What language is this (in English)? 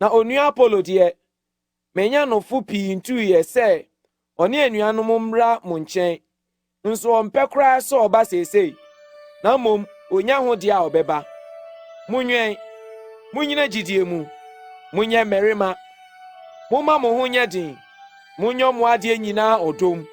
Akan